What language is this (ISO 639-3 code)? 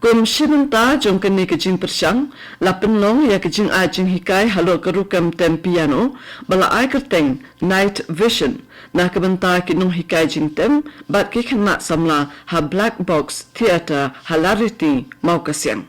kha